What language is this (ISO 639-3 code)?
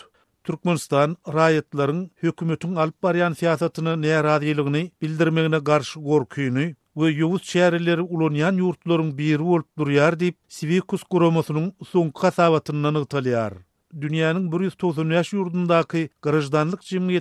tuk